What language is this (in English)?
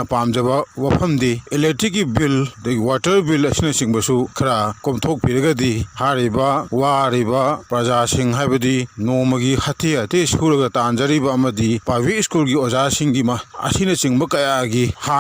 Manipuri